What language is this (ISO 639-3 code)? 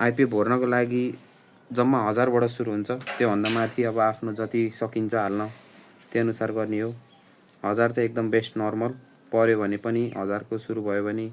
nep